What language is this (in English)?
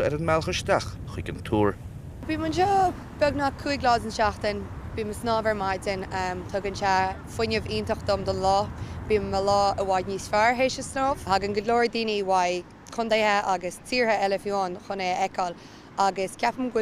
Irish